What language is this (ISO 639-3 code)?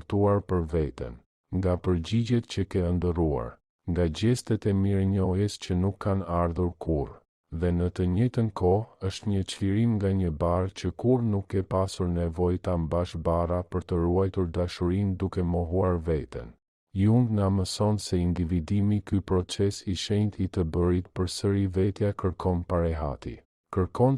sqi